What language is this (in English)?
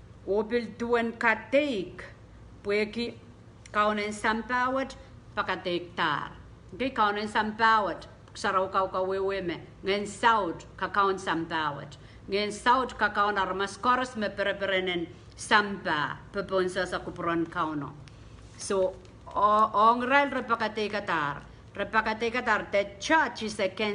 Pohnpeian